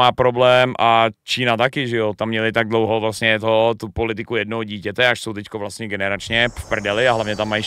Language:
Czech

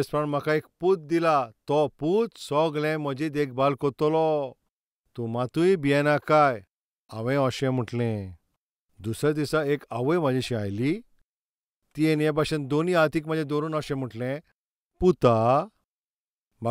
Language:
Konkani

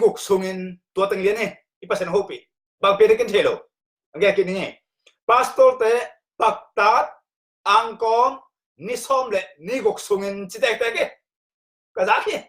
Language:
Tedim Chin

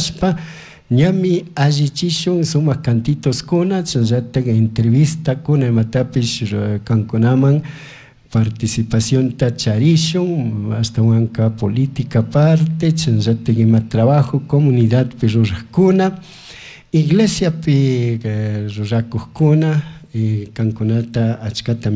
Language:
Chimborazo Highland Quichua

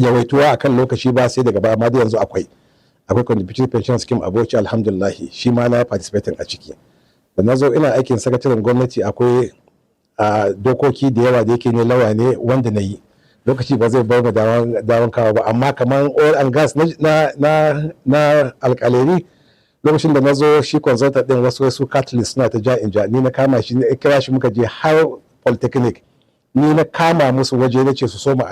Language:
Hausa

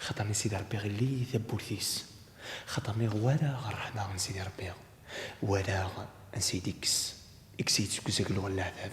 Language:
Kabyle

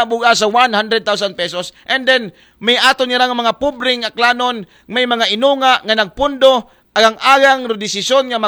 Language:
Aklanon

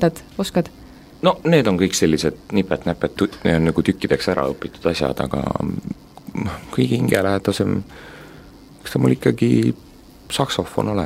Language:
Estonian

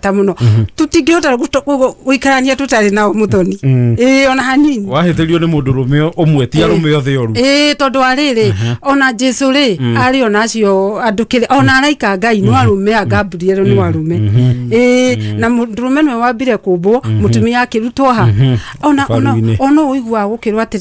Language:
Kikuyu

